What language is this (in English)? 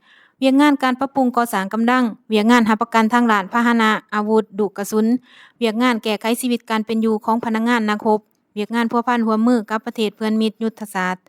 Lao